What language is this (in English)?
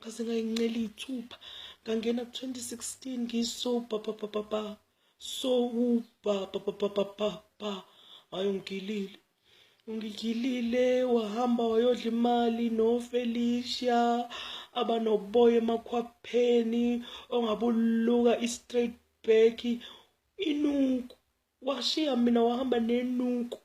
Zulu